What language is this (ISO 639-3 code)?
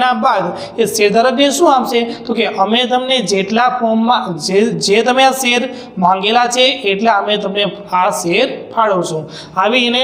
guj